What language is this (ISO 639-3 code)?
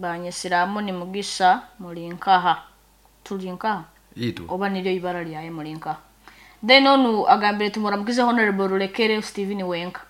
nyo